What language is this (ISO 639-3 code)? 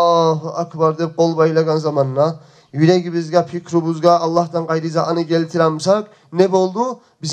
kum